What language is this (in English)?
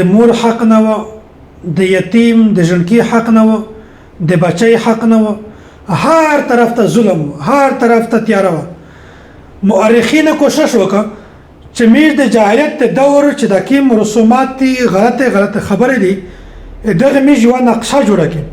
Pashto